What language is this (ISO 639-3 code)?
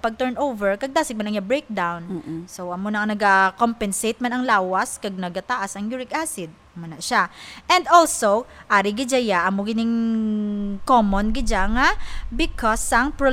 hil